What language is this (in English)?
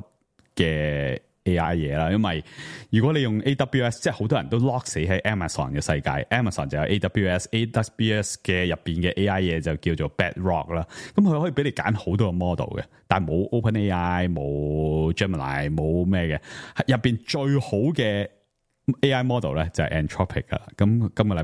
Cantonese